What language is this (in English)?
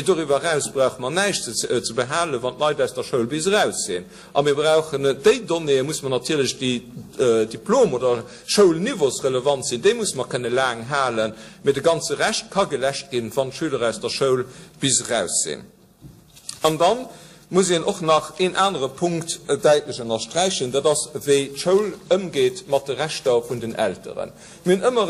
Luxembourgish